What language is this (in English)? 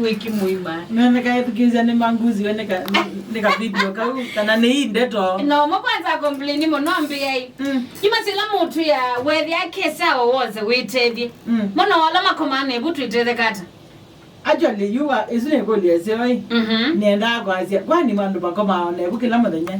Kamba